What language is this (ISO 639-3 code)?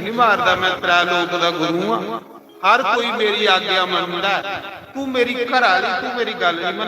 doi